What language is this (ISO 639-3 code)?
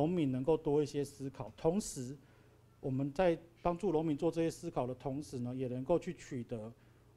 zho